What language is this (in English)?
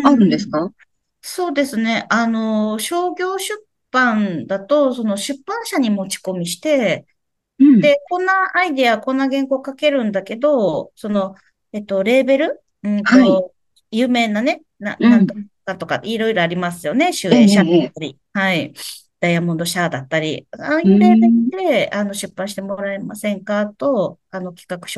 Japanese